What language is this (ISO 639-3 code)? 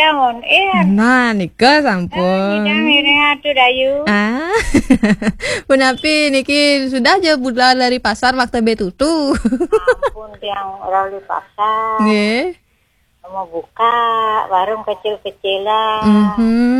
ban